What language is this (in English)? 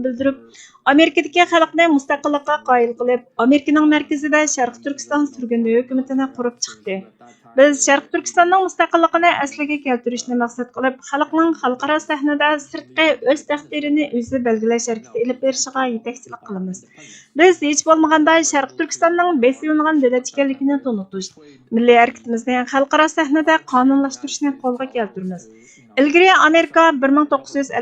Uyghur